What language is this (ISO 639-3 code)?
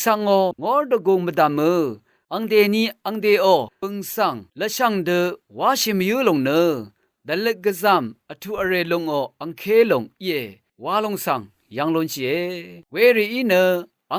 raw